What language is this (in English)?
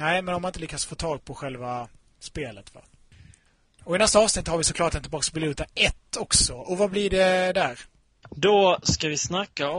Swedish